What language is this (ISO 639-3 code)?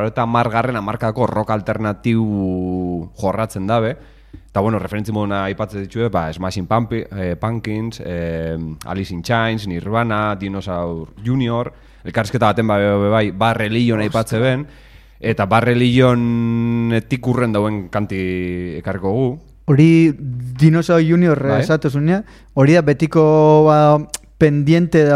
eus